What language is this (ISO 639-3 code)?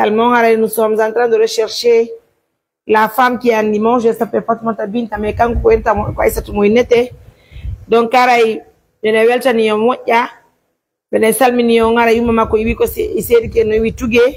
fuf